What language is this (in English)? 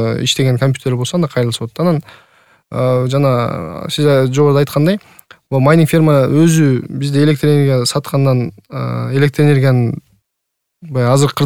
Kyrgyz